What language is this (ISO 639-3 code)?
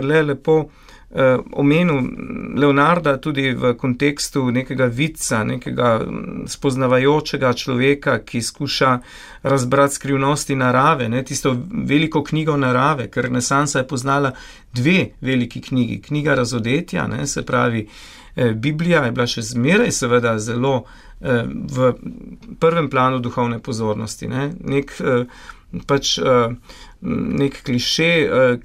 slv